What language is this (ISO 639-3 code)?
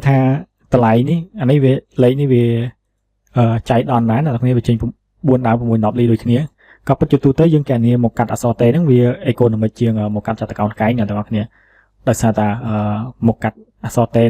khm